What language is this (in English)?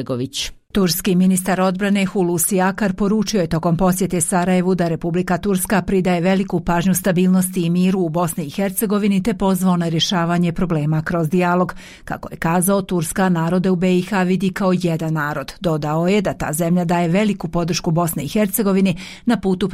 Bosnian